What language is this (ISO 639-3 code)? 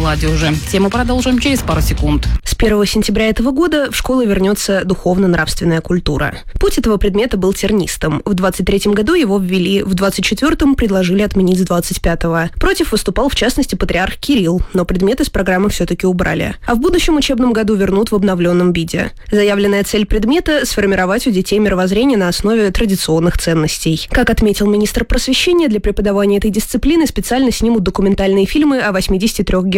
rus